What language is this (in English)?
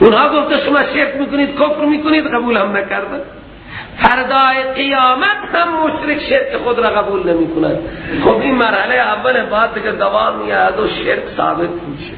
Persian